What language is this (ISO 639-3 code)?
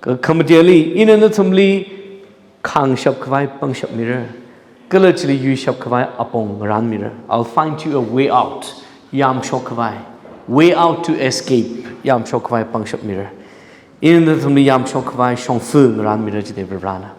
nmf